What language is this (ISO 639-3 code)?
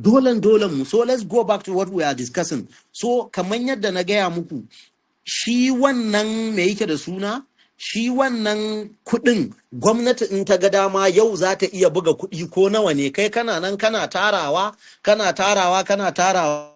hau